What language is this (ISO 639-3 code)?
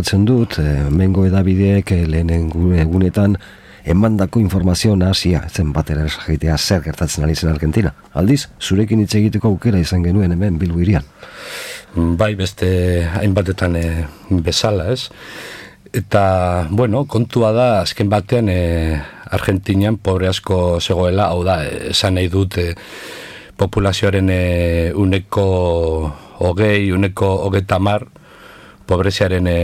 eus